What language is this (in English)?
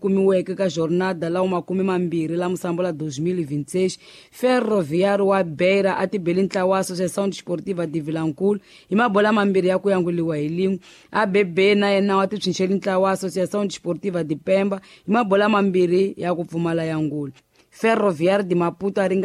Tsonga